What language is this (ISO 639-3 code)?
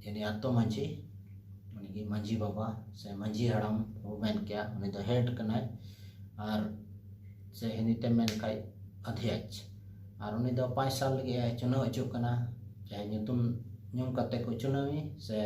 sat